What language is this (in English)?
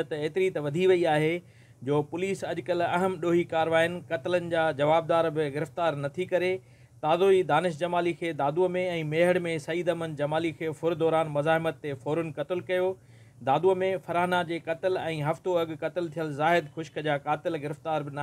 Sindhi